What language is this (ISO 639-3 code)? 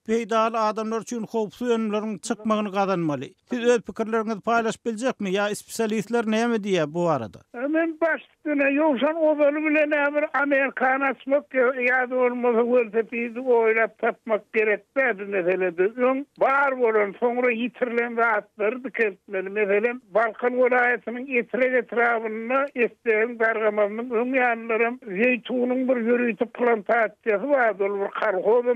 tuk